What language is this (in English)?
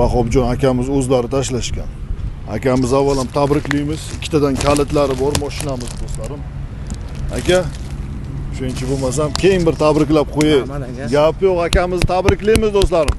Uzbek